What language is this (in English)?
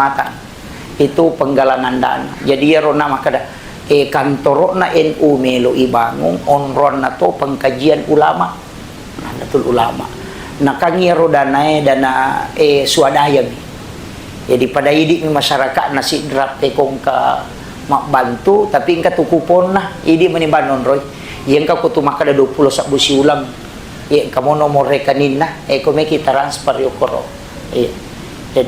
Buginese